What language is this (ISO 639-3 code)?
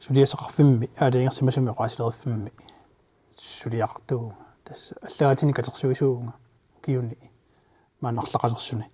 kal